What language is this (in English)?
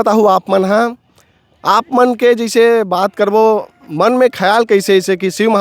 Chhattisgarhi